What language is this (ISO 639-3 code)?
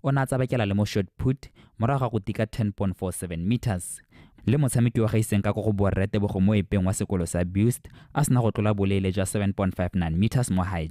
tsn